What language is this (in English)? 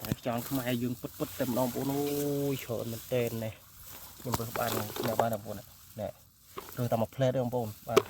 Khmer